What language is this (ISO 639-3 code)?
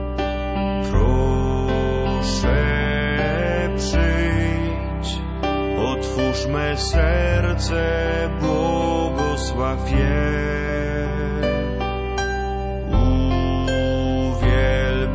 pol